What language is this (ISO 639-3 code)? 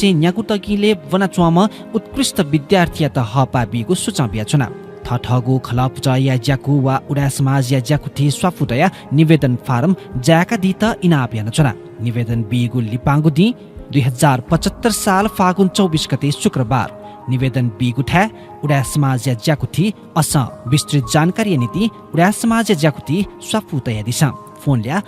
new